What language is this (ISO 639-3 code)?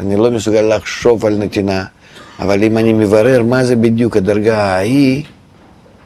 heb